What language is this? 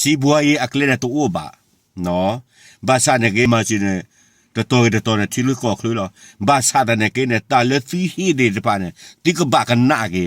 S'gaw Karen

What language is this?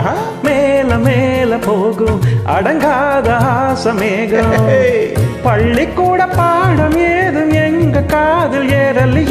Tamil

